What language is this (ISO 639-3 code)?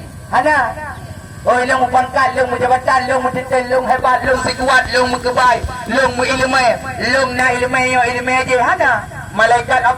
ace